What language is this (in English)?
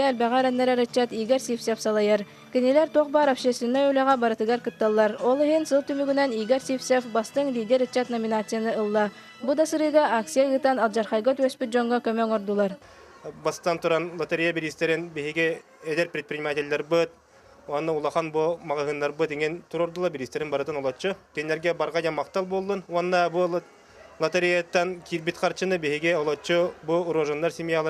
Yakut